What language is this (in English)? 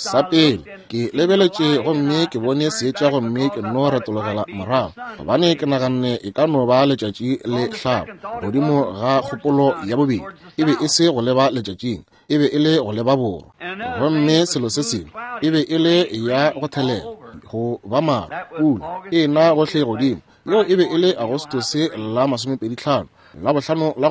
Northern Sotho